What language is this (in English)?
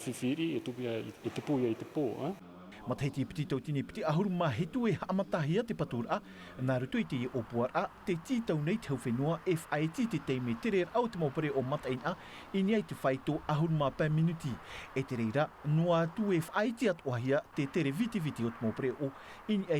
Tahitian